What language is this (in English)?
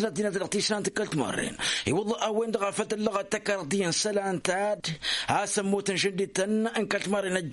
Tamasheq